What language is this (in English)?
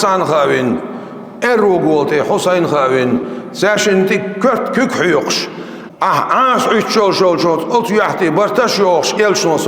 Chechen